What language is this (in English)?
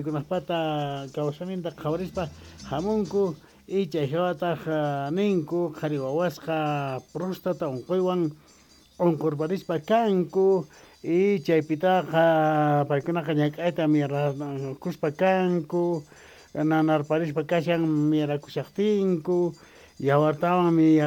South Bolivian Quechua